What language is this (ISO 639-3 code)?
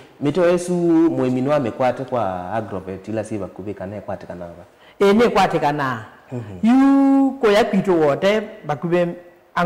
kam